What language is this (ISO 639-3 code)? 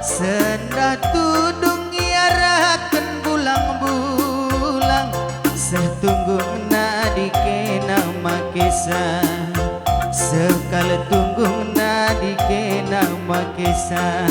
btx